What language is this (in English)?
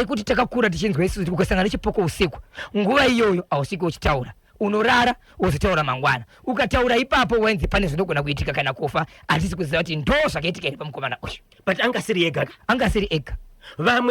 Shona